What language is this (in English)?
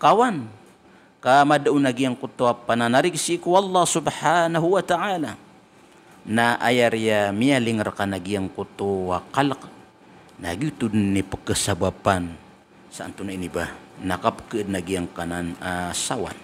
Maranao